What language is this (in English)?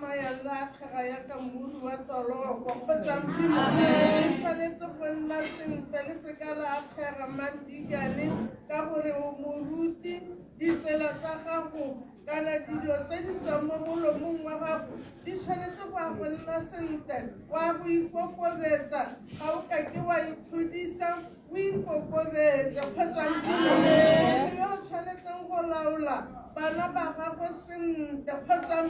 Tswana